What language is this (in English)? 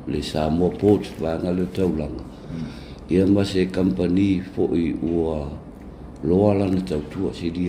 Samoan